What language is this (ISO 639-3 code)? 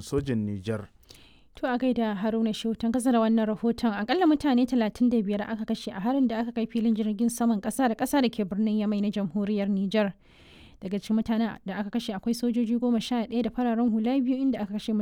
hau